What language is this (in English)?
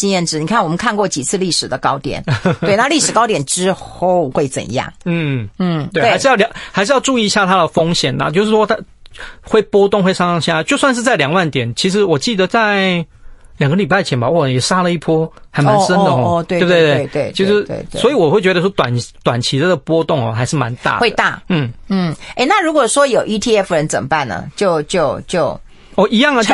Chinese